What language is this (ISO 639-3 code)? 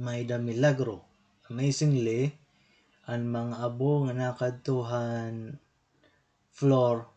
war